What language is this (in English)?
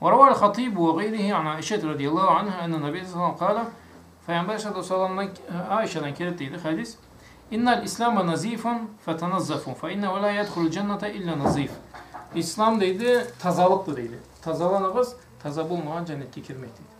Karachay-Balkar